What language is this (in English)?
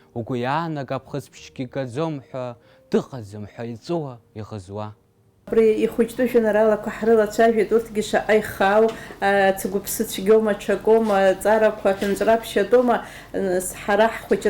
Abkhazian